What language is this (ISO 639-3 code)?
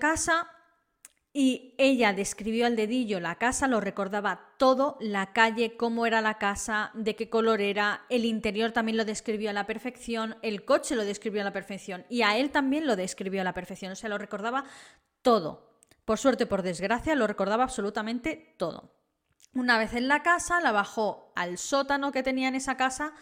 spa